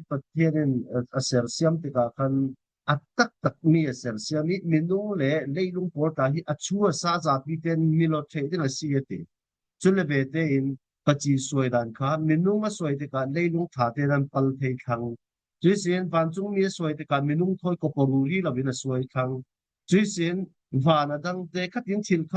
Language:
Falam Chin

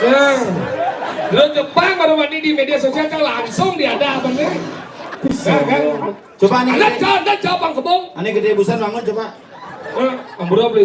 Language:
Balinese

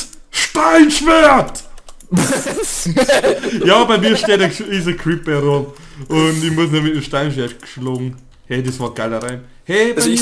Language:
Bavarian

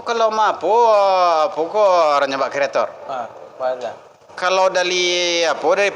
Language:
Minangkabau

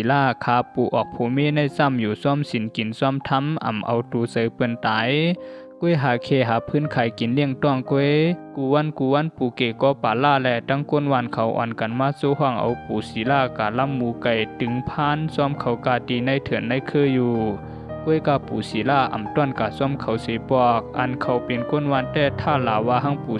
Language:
Shan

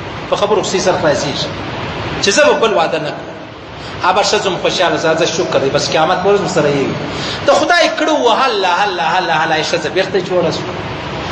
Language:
Pashto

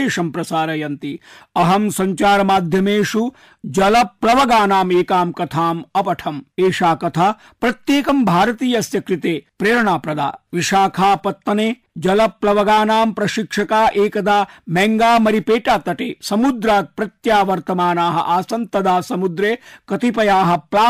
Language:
Sanskrit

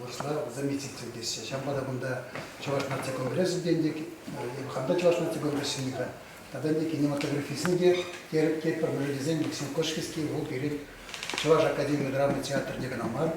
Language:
Chuvash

